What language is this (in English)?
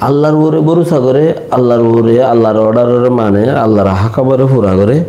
Rohingya